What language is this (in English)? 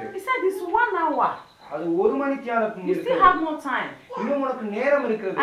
Tamil